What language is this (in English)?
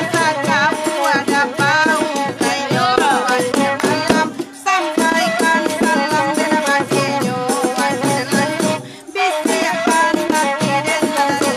Minangkabau